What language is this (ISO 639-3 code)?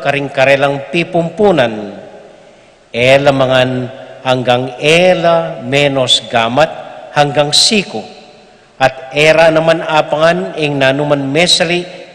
pam